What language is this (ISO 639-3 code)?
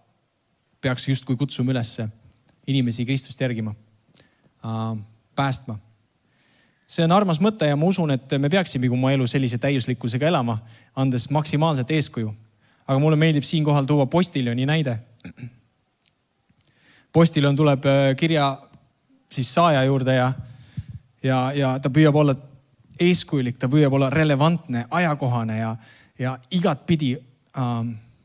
est